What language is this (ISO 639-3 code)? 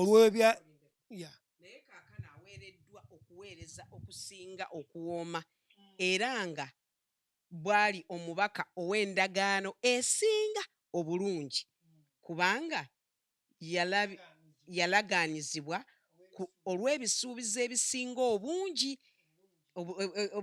lug